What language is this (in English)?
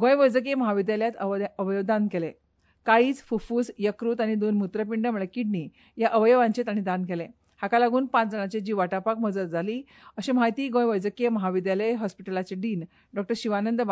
Konkani